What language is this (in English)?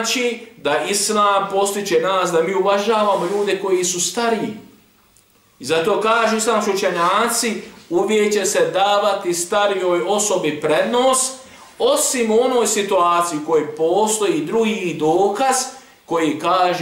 Bosnian